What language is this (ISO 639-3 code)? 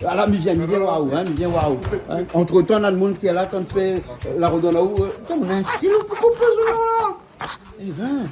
rcf